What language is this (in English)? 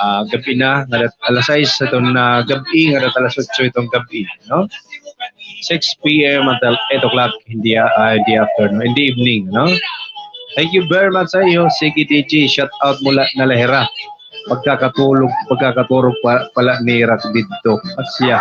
Waray